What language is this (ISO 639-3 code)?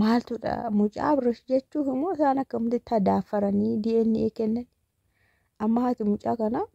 orm